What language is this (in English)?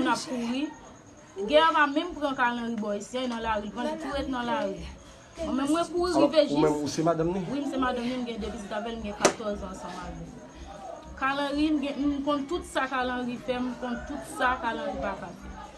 Haitian Creole